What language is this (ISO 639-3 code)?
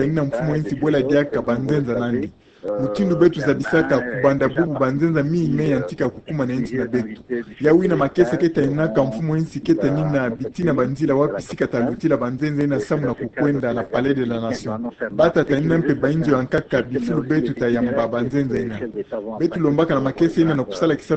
ktu